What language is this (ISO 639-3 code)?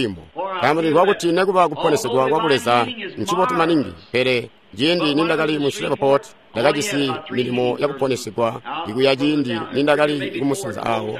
toi